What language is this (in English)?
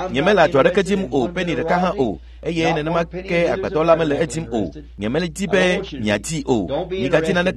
Ewe